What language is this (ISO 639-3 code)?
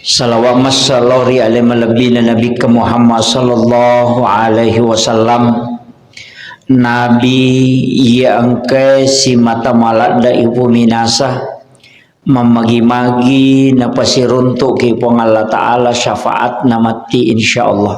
bug